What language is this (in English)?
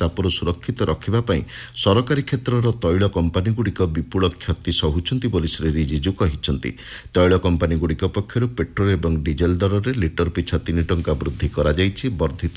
Odia